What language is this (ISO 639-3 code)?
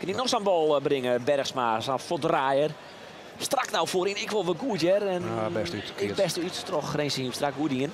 fry